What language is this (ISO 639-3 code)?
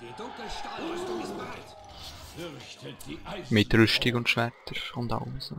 gsw